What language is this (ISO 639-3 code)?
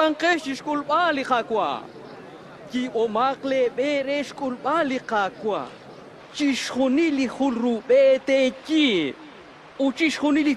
kek